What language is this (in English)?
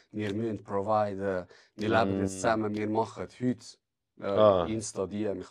Swiss German